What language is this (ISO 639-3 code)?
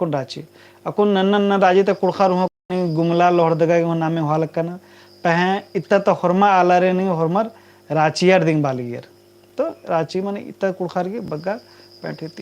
kru